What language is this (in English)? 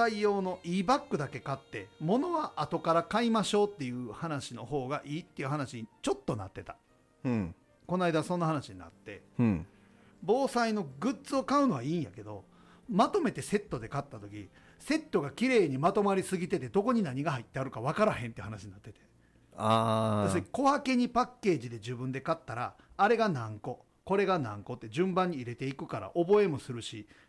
Japanese